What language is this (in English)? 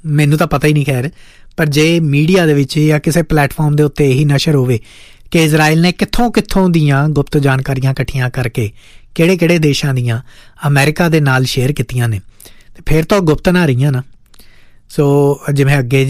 Punjabi